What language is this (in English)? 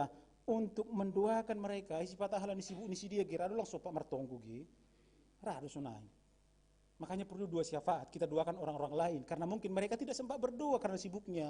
Batak Simalungun